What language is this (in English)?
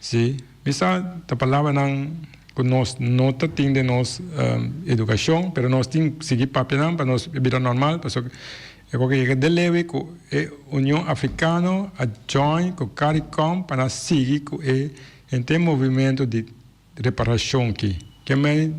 Papiamento